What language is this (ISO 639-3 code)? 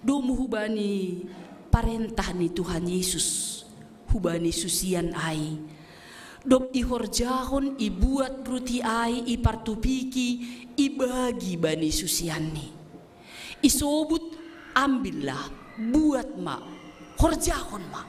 bts